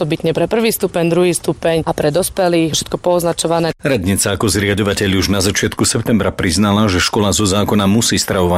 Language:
Slovak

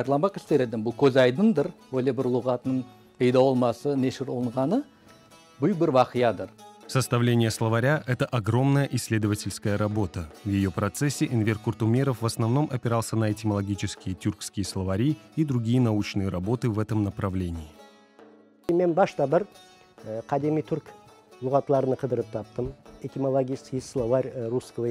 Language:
Crimean Tatar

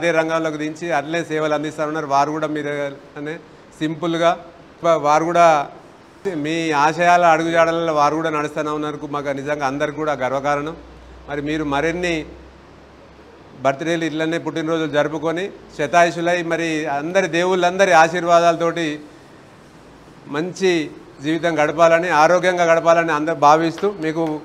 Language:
Telugu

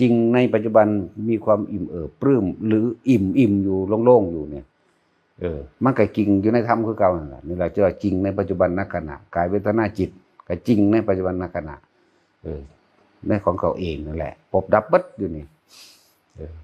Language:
Northeastern Thai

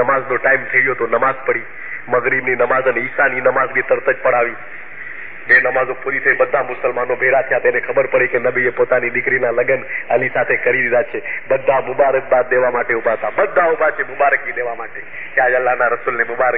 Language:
Gujarati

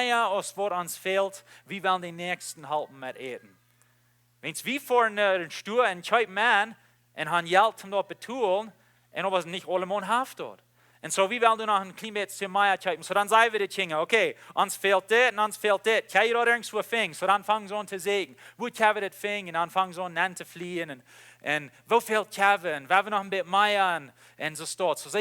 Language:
Plautdietsch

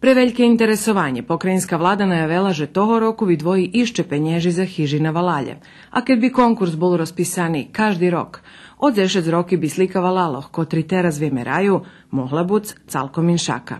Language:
Rusyn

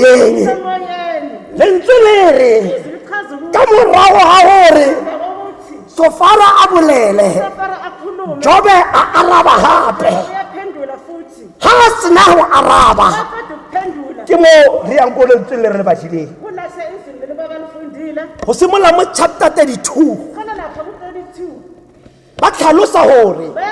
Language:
Tswana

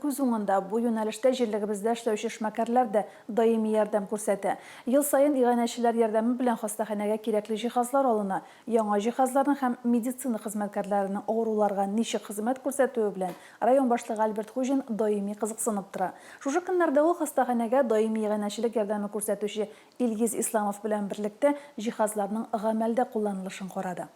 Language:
Tatar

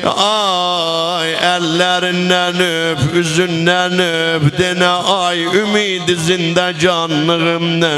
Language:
South Azerbaijani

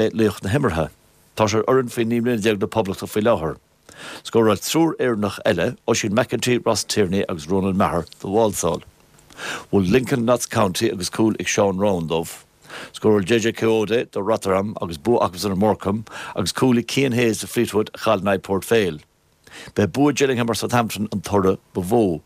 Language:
Irish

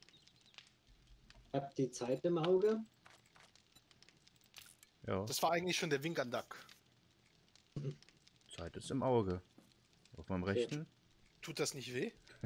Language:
German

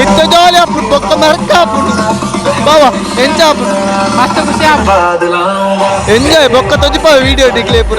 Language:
Tulu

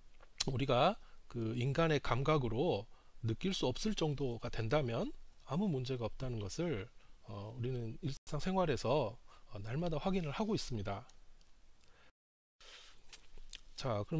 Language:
Korean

